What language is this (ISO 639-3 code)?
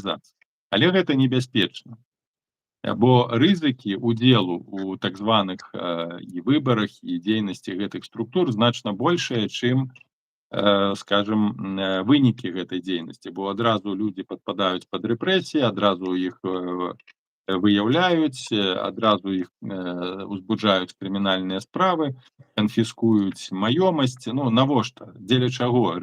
bel